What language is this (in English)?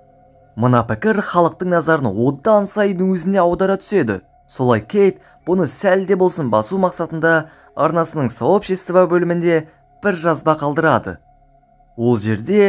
Kazakh